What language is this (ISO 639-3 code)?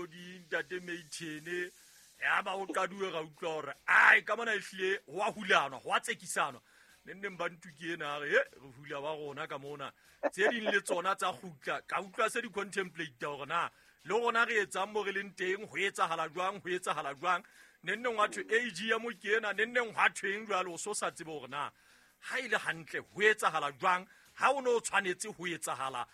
sot